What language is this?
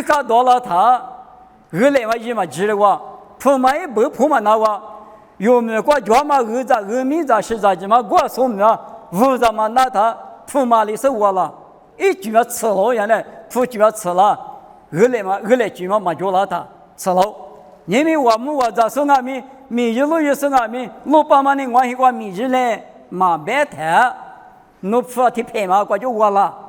Lisu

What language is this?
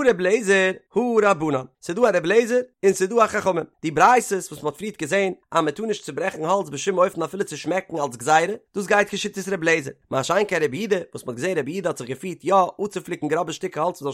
Yiddish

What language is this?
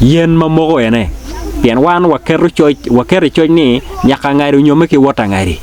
Acoli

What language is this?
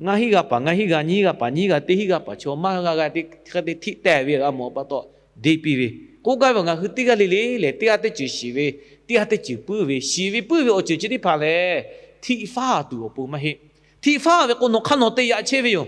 Lahu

